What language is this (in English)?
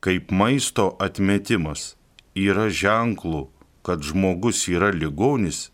Lithuanian